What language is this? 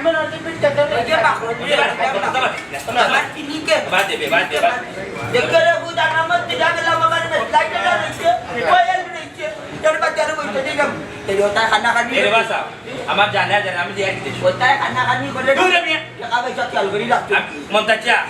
Sylheti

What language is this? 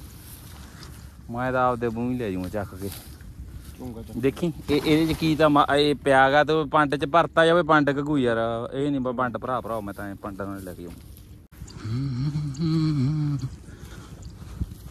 Punjabi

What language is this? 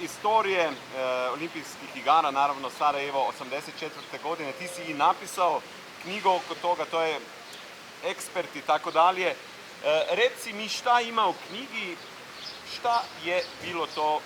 Bosnian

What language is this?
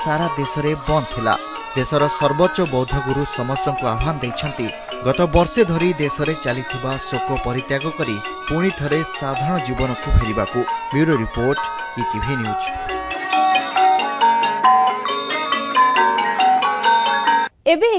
Odia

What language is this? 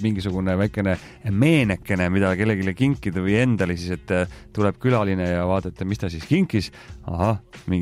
Estonian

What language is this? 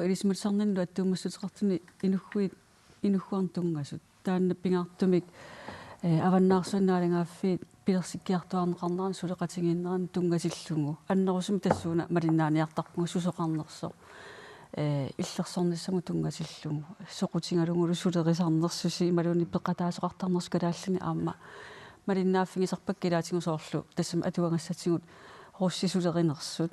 Kalaallisut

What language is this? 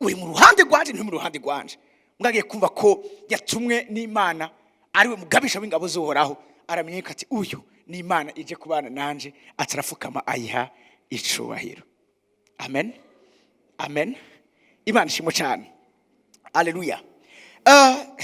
Rundi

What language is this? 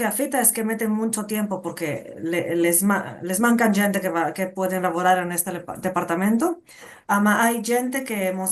Ladino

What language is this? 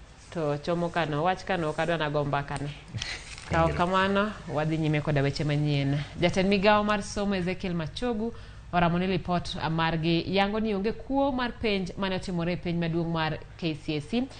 Luo (Kenya and Tanzania)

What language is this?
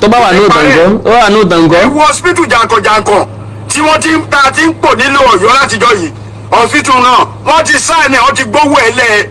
Yoruba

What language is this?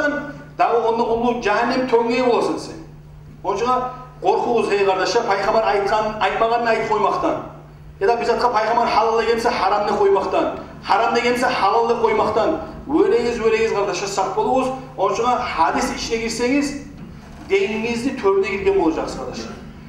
Kumyk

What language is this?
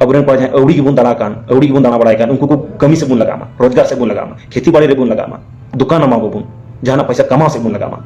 Santali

